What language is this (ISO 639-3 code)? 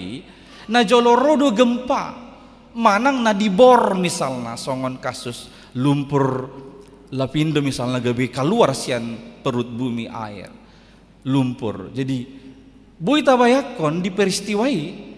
bbc